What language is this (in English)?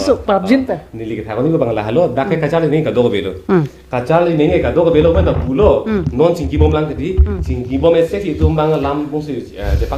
Karbi